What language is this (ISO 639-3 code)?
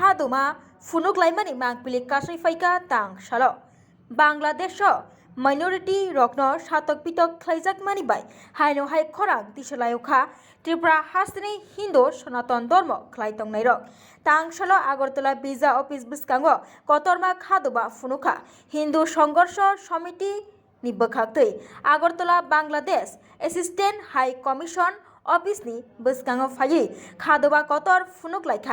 trp